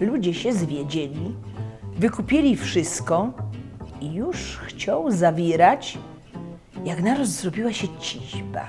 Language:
Silesian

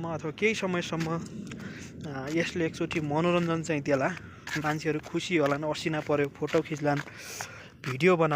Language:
Nepali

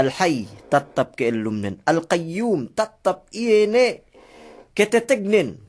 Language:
Yakan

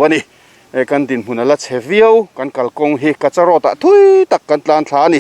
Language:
Mizo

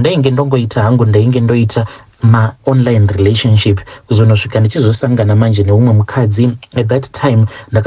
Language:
Shona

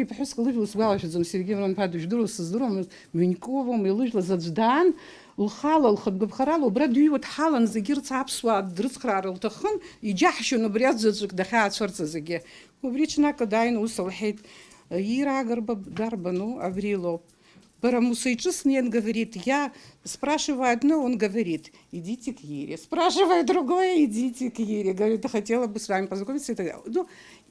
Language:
Abkhazian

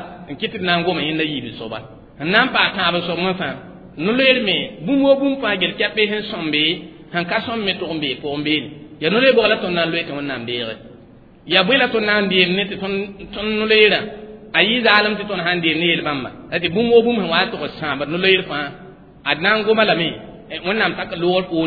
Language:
Mossi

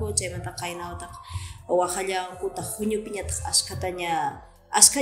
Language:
Quechua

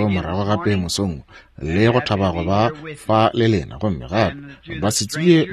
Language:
Northern Sotho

